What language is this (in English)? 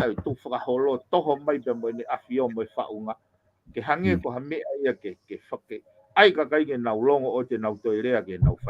Tongan